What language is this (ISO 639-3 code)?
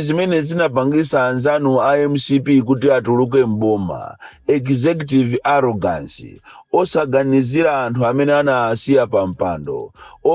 nya